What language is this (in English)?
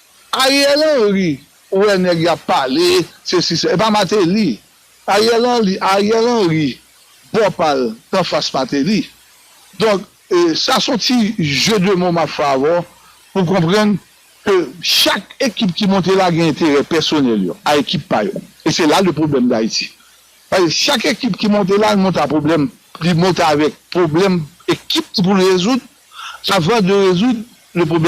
Haitian Creole